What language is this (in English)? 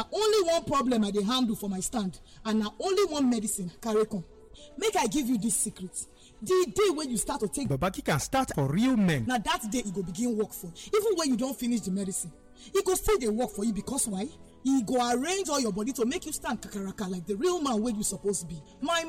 Nigerian Pidgin